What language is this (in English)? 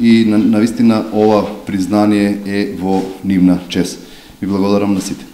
Macedonian